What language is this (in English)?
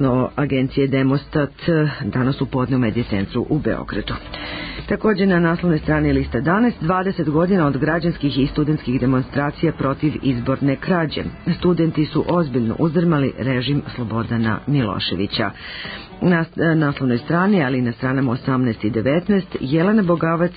Serbian